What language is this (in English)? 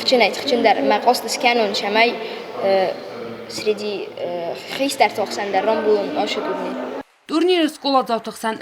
Ossetic